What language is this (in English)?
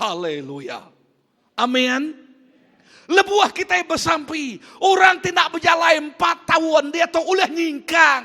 Iban